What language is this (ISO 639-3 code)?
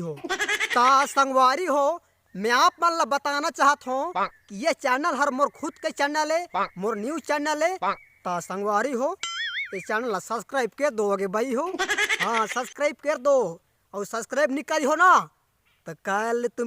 hne